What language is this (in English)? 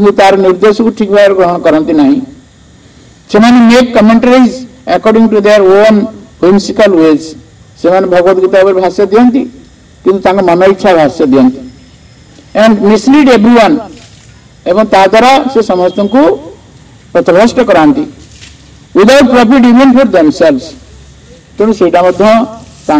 Odia